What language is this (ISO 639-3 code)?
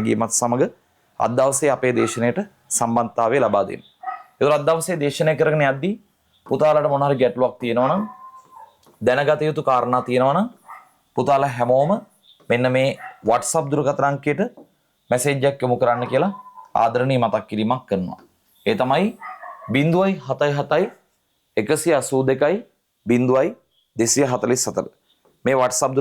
sin